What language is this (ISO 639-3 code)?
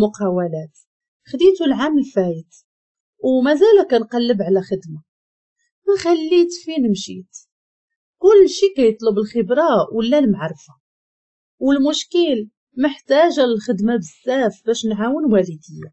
ary